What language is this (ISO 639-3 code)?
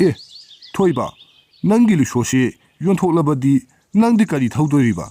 mni